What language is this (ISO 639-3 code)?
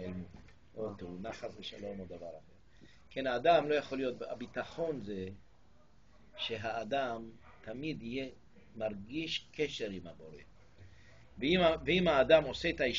heb